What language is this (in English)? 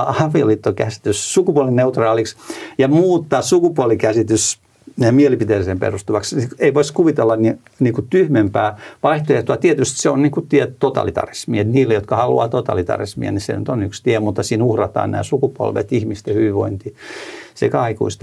Finnish